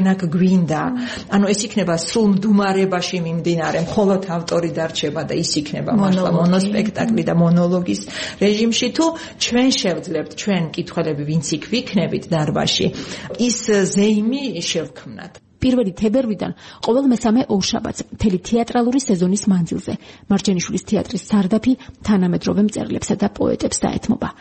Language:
Georgian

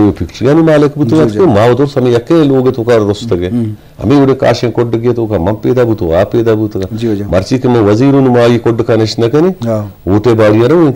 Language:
Eastern Balochi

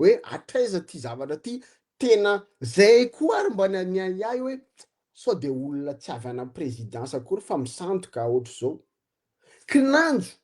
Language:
Malagasy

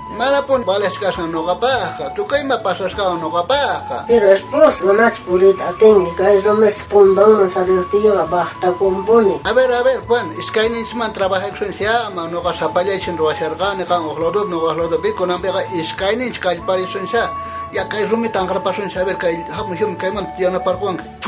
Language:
South Bolivian Quechua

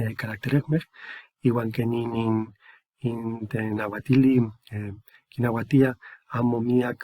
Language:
Eastern Huasteca Nahuatl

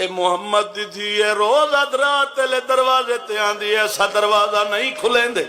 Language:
Saraiki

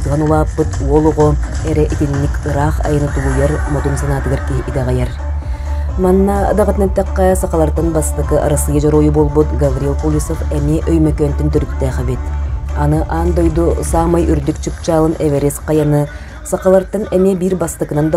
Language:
Yakut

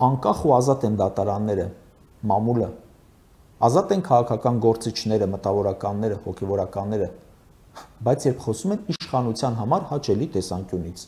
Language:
Armenian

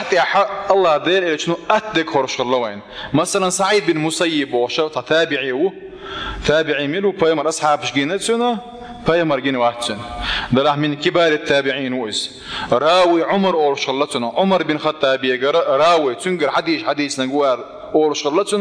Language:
Chechen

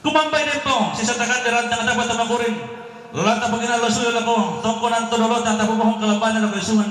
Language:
Toraja-Sa'dan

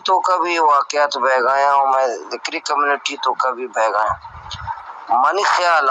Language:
Baluchi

